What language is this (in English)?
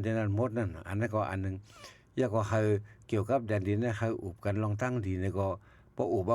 Shan